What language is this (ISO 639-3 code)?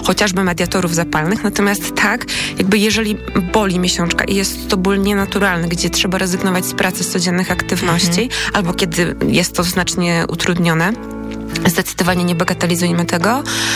pol